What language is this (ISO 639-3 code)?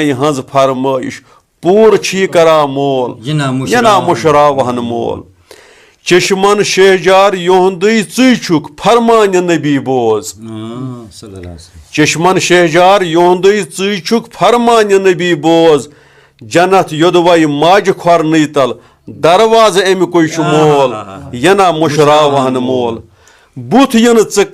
kas